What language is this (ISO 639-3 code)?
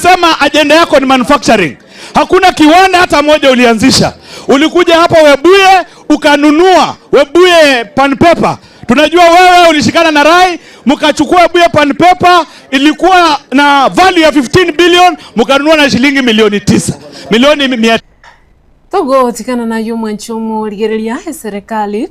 guz